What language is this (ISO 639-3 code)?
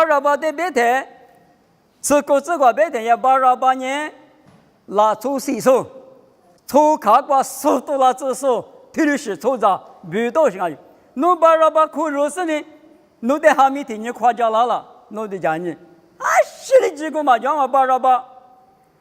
lis